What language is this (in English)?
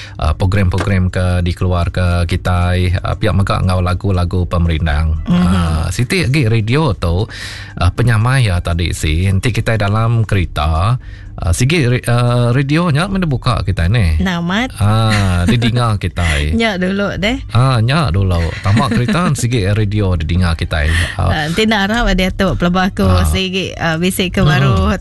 Iban